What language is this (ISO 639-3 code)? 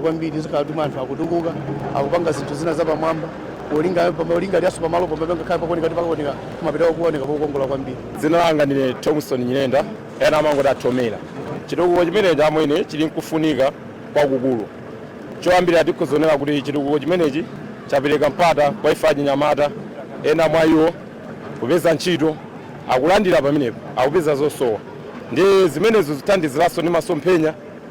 nya